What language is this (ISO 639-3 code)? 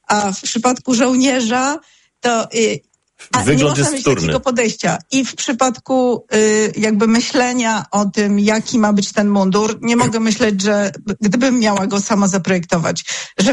pol